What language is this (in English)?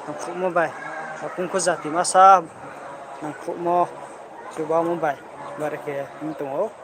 Riang (India)